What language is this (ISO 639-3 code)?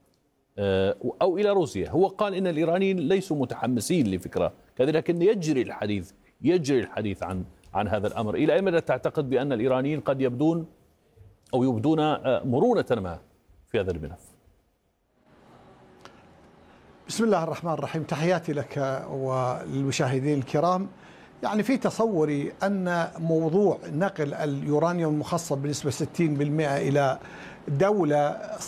ara